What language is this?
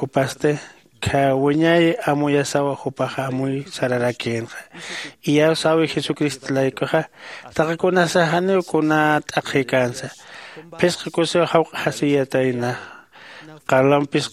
Aymara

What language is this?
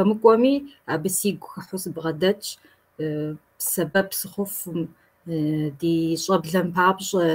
Kabardian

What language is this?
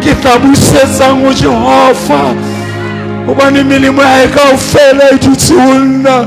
Southern Sotho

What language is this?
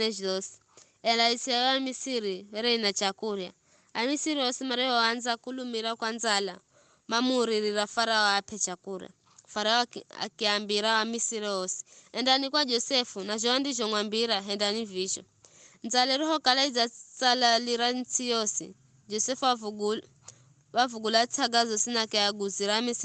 Giryama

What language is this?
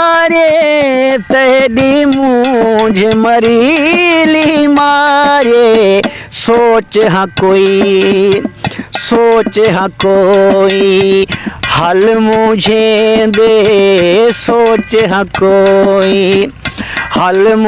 Saraiki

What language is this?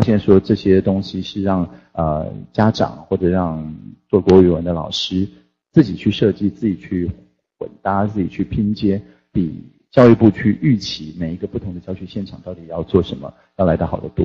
Chinese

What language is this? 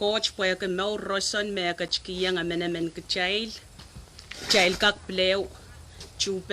Pohnpeian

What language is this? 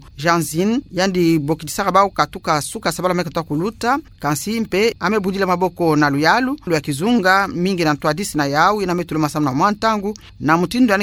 Kituba (Democratic Republic of Congo)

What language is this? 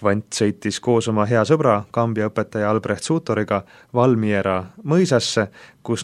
Estonian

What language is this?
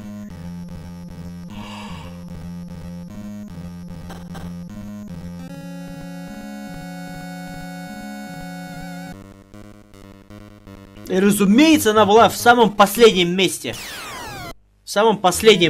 Russian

